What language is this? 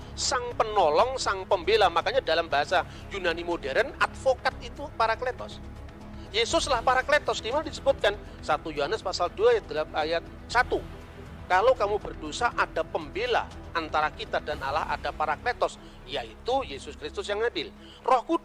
Indonesian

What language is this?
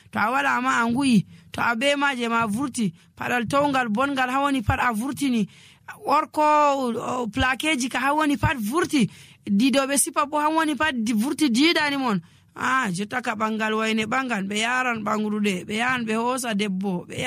Nigerian Fulfulde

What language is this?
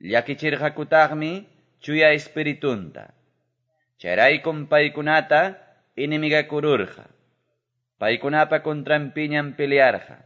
Quechua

